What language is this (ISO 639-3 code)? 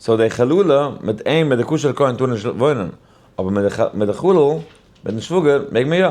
yid